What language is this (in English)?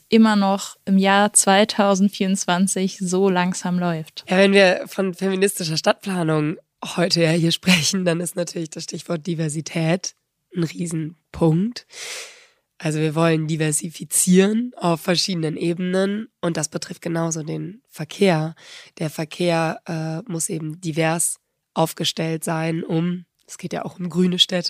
German